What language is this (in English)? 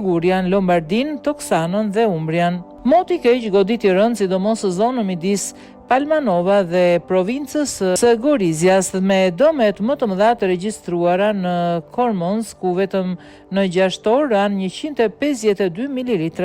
Albanian